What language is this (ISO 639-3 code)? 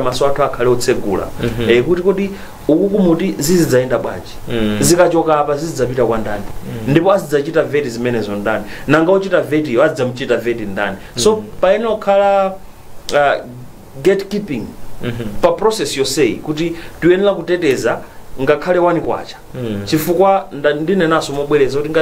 nya